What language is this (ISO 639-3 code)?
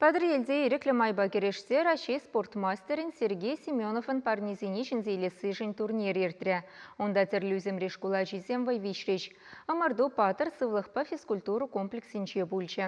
chv